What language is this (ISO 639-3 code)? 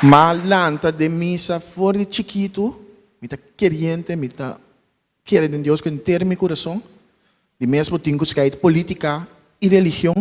pap